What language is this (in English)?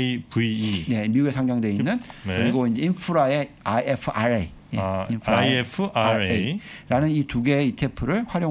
Korean